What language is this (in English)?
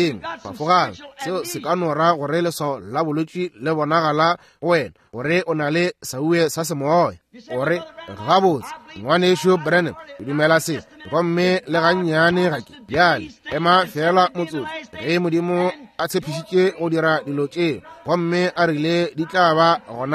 Northern Sotho